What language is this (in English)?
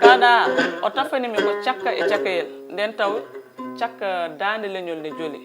Fula